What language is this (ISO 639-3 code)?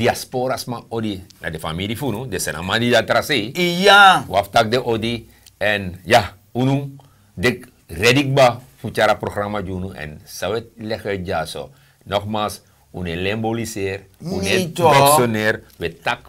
srn